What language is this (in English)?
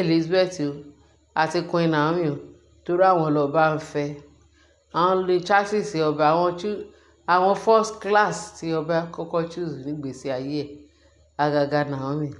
Yoruba